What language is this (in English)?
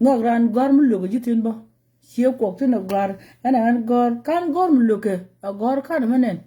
Nuer